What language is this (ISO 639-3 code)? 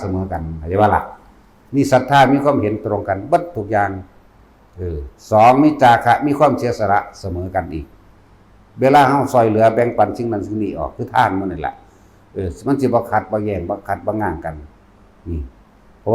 tts